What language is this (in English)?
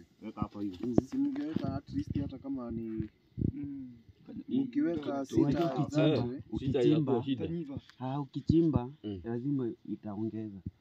Swahili